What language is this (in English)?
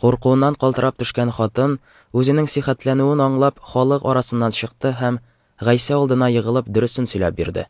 Tatar